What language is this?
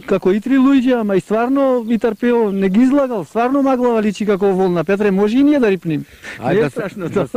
Macedonian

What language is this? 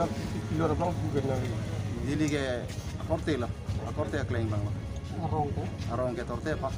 Karbi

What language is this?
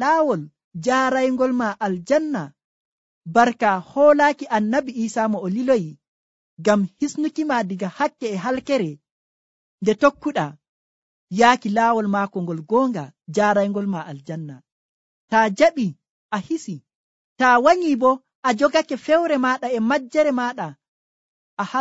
Nigerian Fulfulde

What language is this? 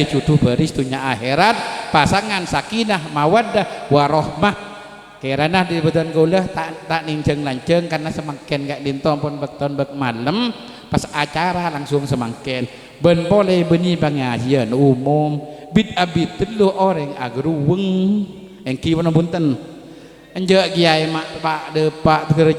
Madurese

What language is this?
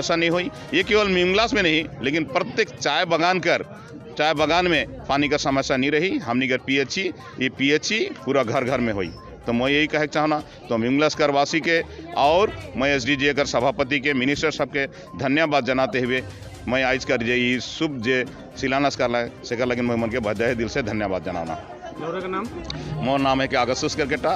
Sadri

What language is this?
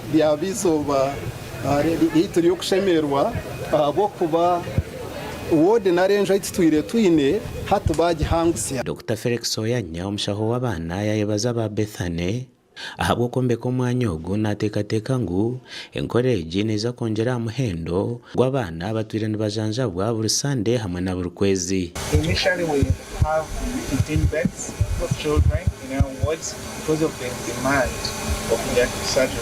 Nyankole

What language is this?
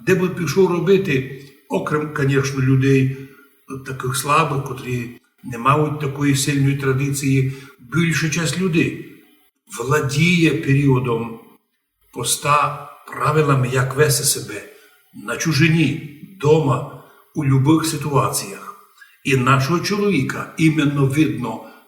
Rusyn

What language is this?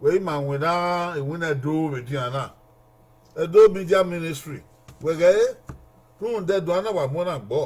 Bini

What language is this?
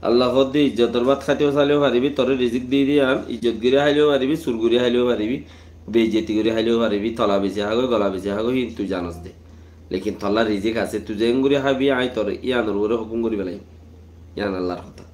Rohingya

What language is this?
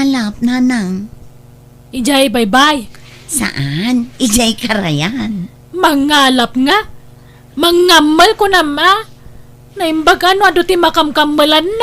Iloko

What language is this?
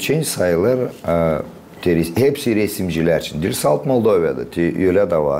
Gagauz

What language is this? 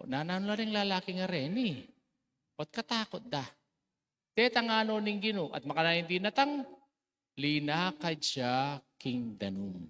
Pampanga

